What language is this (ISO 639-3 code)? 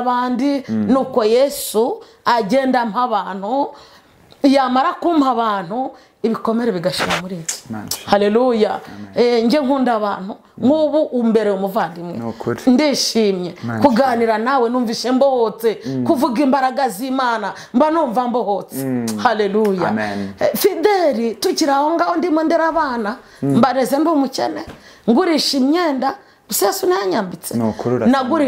kin